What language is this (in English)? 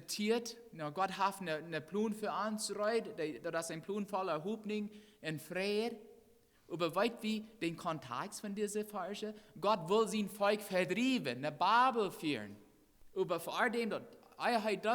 Plautdietsch